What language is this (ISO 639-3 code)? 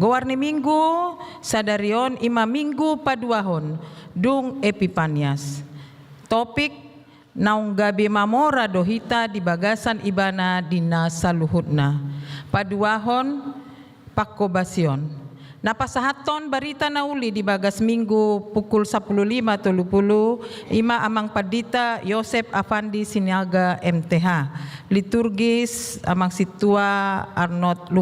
bbc